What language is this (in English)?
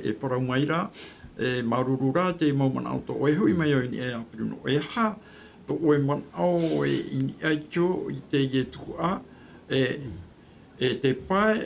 Tahitian